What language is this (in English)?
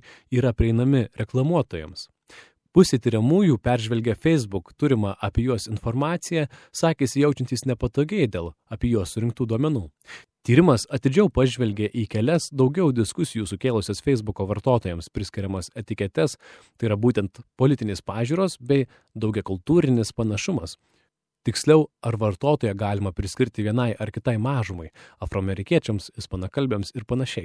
Lithuanian